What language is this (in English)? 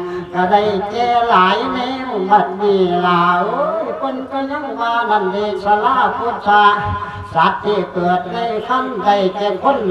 Lao